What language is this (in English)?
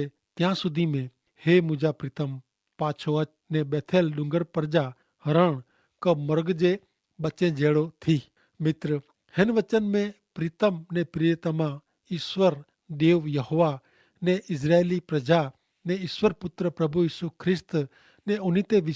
Kachhi